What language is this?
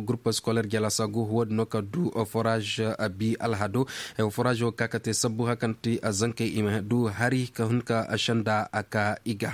Zarma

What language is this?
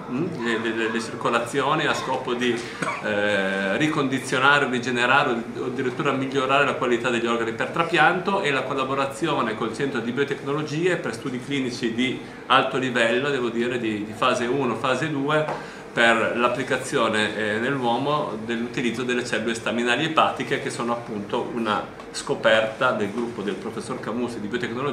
Italian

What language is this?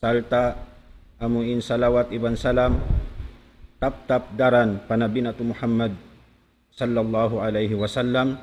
Tausug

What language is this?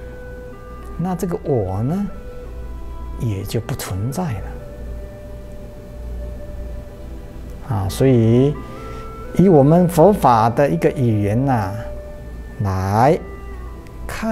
Chinese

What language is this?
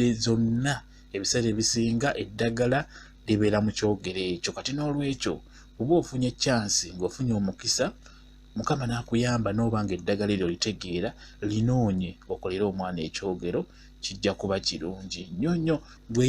Ganda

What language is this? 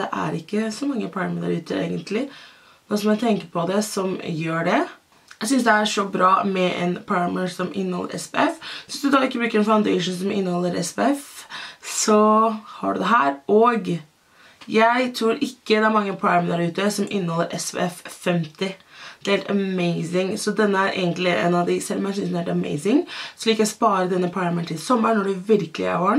Norwegian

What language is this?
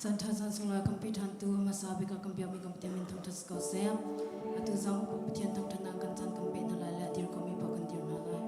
Hakha Chin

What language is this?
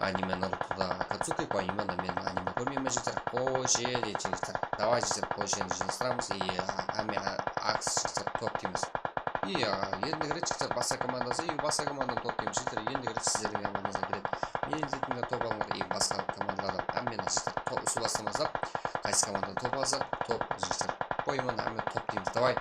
Kara-Kalpak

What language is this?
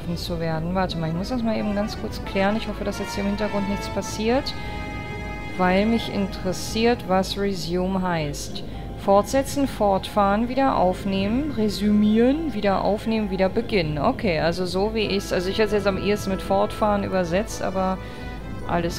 German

